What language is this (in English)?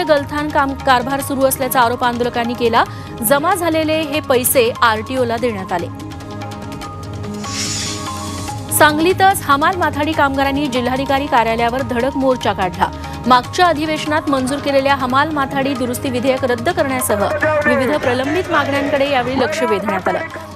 Marathi